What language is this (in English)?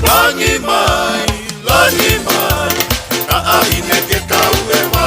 Tongan